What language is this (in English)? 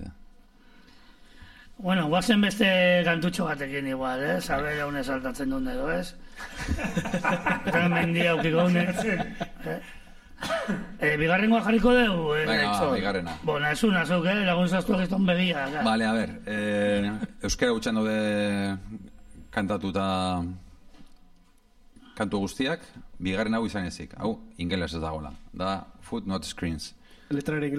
Basque